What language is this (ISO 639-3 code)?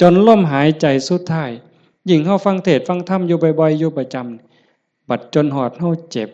tts